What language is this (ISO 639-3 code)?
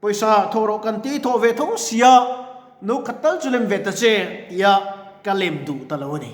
lus